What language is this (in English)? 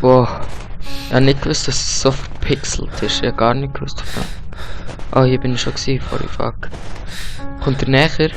Swiss German